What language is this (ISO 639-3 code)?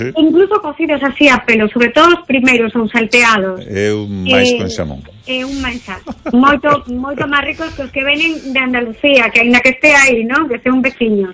glg